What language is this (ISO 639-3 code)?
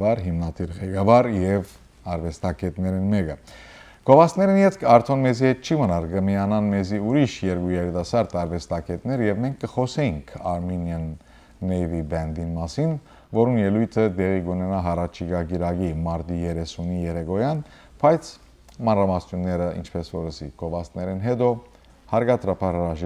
hyw